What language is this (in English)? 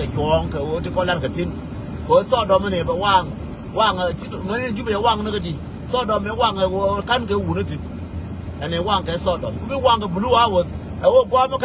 Nuer